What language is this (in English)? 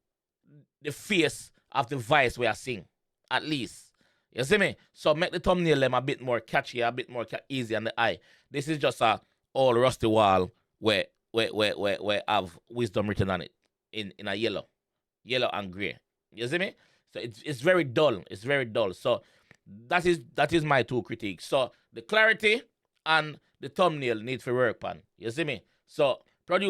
Jamaican Creole English